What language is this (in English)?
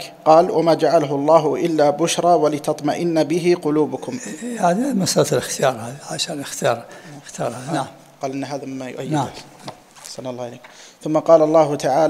Arabic